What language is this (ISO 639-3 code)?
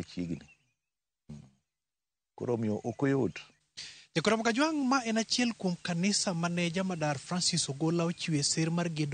luo